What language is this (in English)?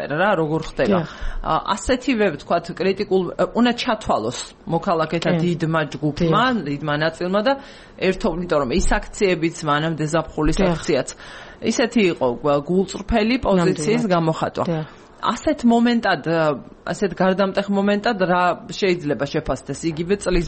Georgian